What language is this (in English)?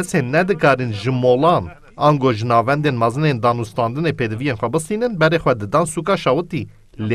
Kurdish